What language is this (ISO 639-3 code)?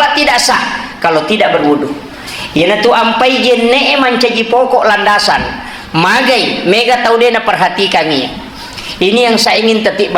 bug